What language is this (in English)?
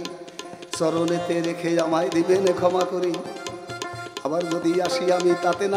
Bangla